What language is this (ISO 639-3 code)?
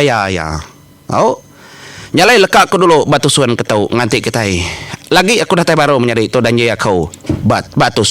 iba